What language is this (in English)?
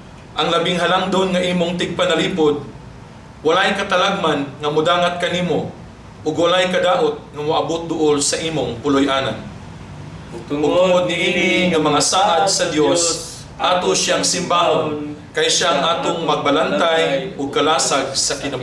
Cebuano